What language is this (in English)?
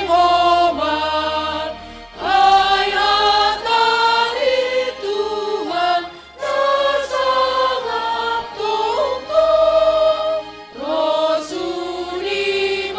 Batak Simalungun